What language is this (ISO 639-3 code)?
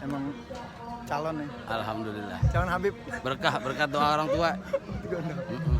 bew